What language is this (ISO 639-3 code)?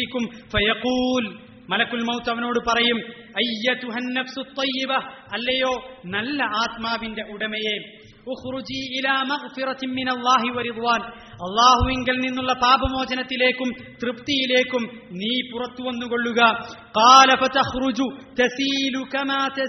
mal